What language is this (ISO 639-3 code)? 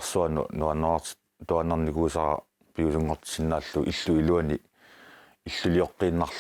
kal